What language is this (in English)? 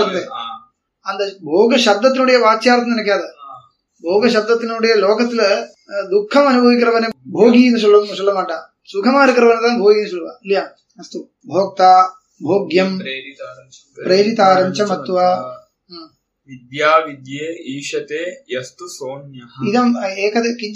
Tamil